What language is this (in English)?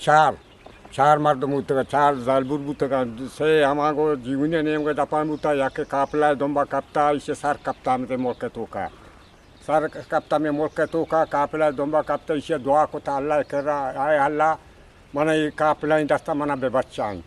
Eastern Balochi